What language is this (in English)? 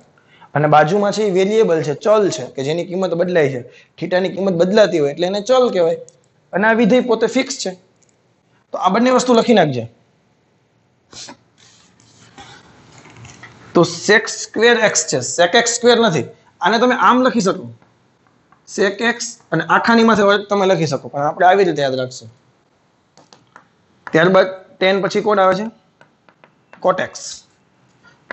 Gujarati